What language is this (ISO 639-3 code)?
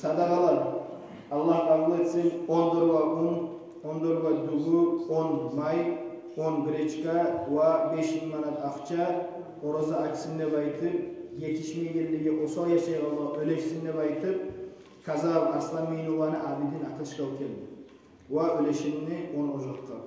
kum